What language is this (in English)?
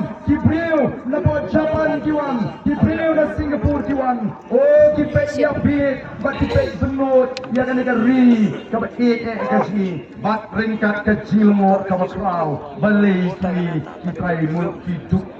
Khasi